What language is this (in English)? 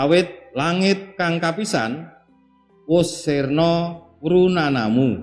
Javanese